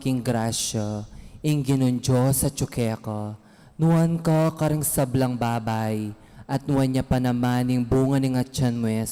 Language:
Pampanga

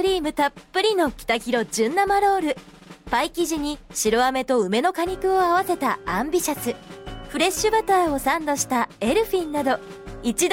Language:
Japanese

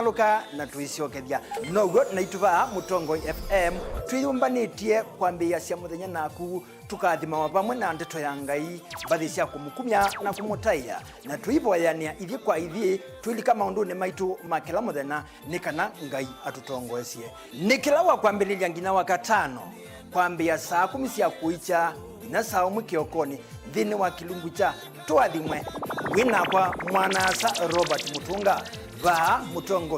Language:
Kamba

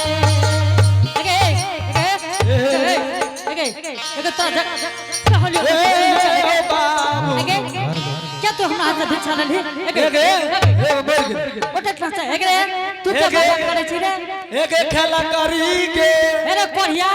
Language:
Angika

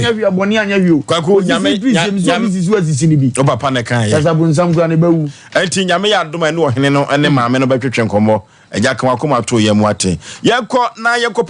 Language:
Akan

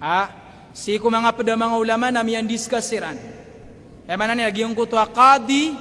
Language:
Maranao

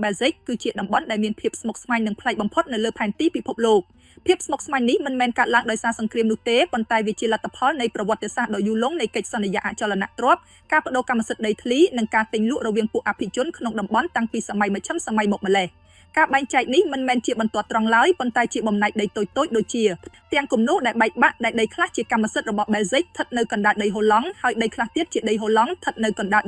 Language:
Khmer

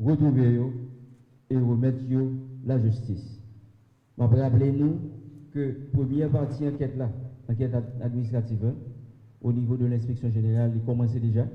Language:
Haitian Creole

